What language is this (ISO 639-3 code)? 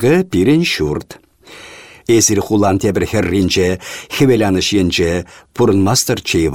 chv